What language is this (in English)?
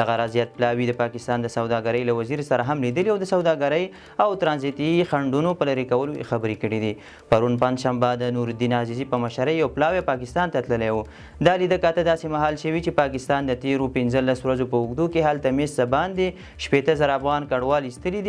Pashto